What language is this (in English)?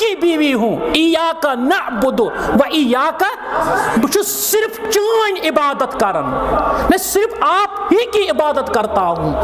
Kashmiri